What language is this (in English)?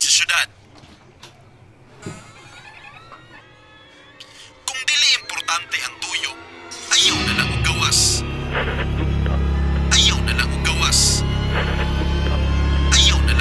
Cebuano